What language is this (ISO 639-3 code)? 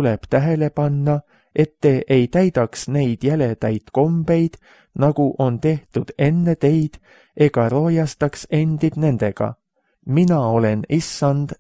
est